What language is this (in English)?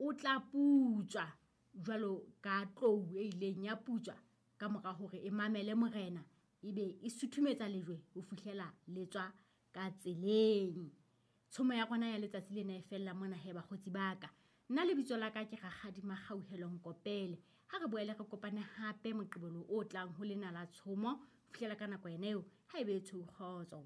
Southern Sotho